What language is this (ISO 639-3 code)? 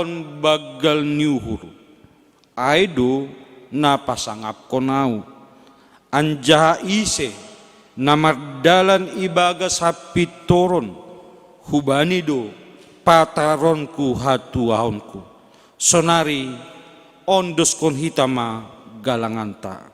bts